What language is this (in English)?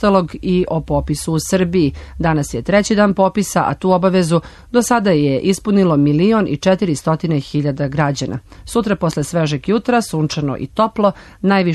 Serbian